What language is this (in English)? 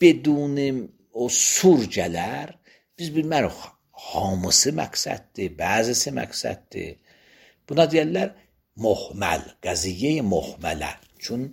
Azerbaijani